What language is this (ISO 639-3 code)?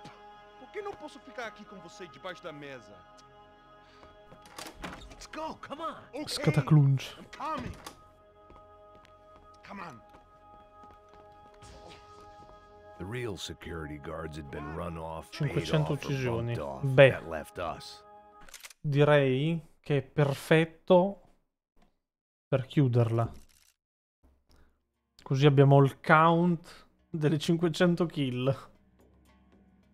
ita